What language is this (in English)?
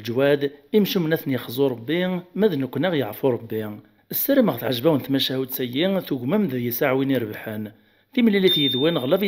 Kabyle